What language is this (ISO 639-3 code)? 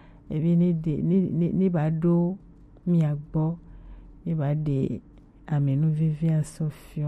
gej